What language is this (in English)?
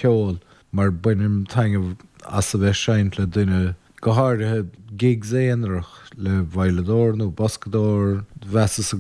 Irish